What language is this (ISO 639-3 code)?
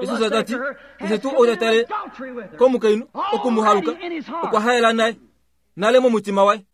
kua